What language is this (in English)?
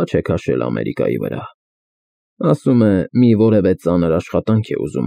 Armenian